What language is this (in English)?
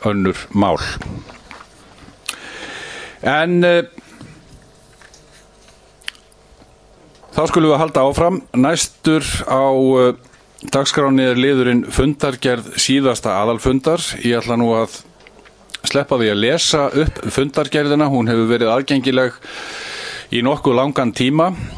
Icelandic